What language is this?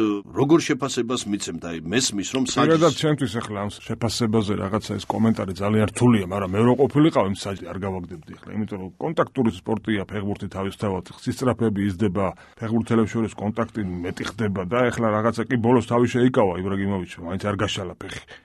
Georgian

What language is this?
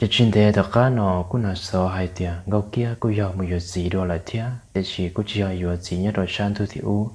Hmong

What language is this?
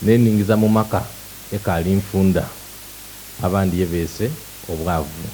Soga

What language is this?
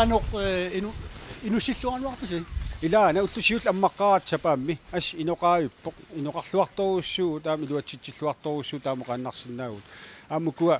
Kalaallisut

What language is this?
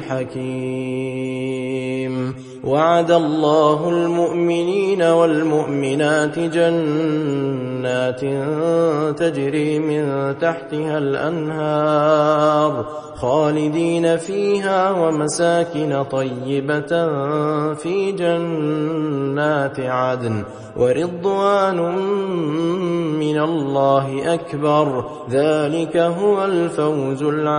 Arabic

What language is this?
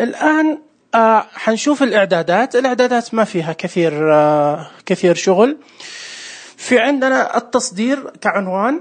Najdi Arabic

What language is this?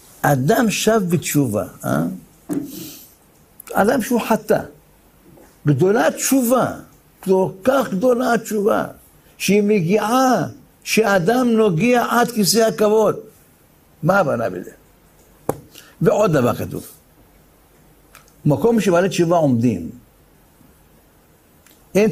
Hebrew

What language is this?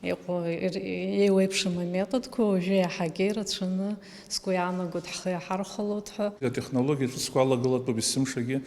Abkhazian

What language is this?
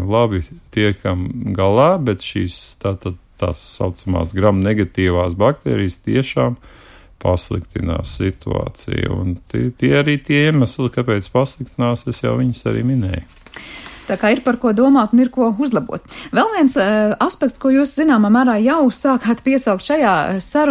Latvian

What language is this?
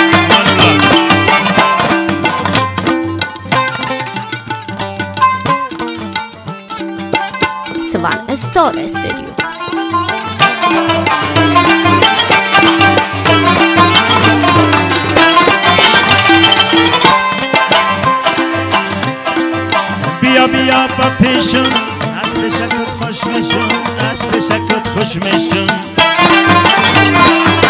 Persian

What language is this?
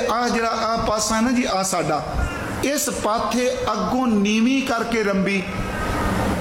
Punjabi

